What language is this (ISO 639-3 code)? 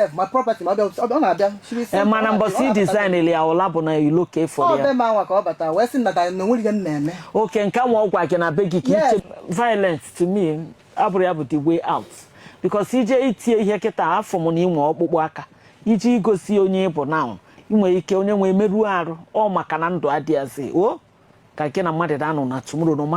ibo